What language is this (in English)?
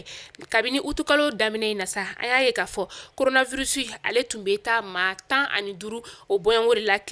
Bambara